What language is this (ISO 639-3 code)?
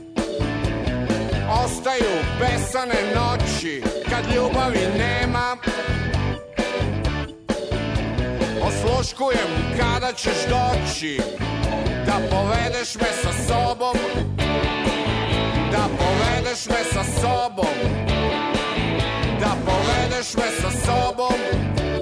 srp